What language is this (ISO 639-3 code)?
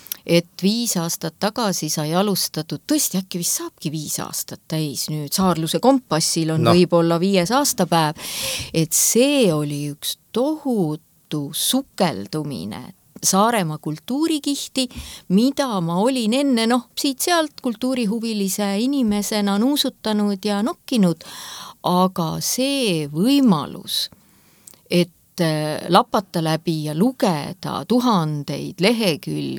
est